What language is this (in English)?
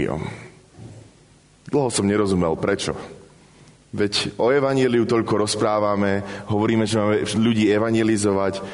Slovak